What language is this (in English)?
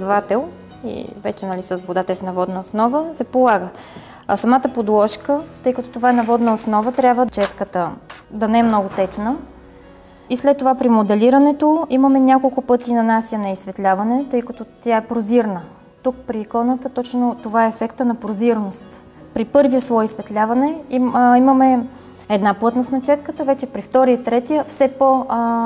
Bulgarian